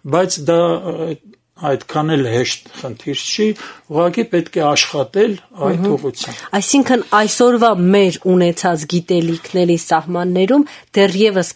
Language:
Armenian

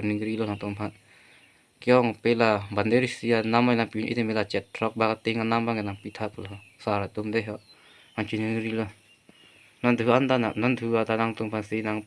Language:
Karbi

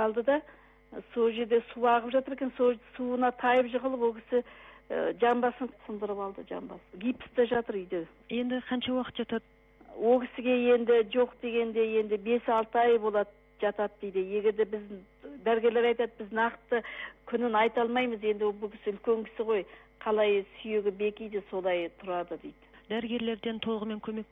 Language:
Kazakh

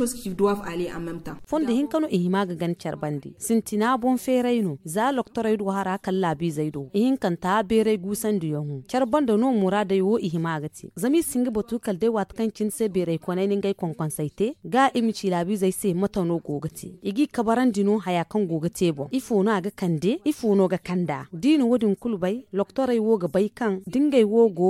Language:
Zarma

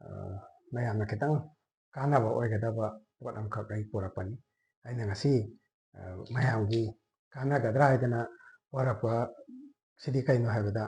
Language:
Manipuri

